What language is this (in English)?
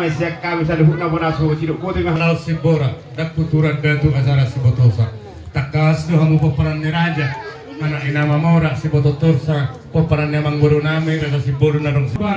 Batak Toba